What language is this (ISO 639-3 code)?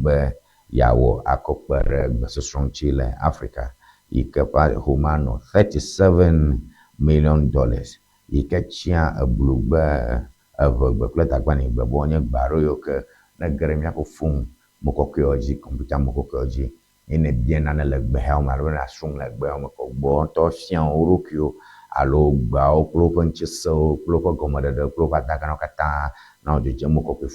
ewe